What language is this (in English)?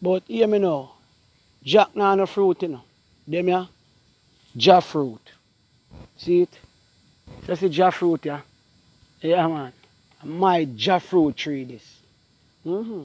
Jamaican Creole English